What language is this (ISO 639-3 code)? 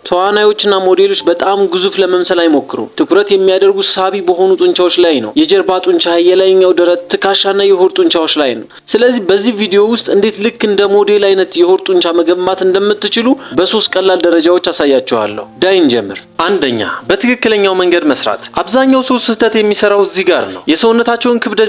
amh